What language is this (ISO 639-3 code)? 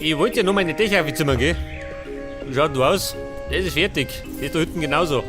bar